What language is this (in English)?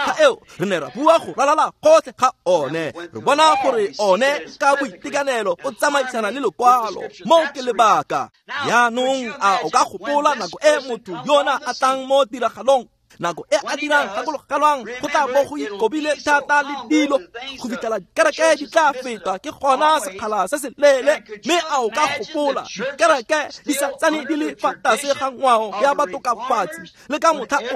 Tswana